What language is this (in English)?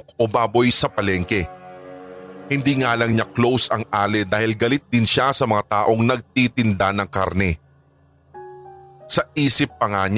Filipino